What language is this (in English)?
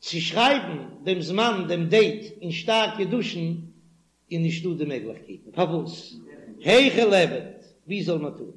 Yiddish